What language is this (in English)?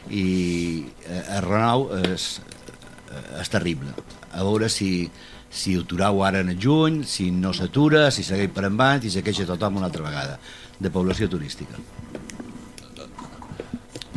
Catalan